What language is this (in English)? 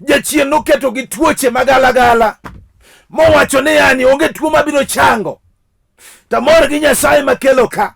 Luo (Kenya and Tanzania)